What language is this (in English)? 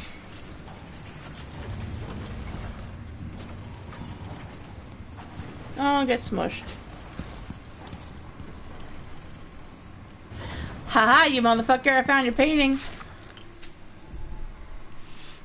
English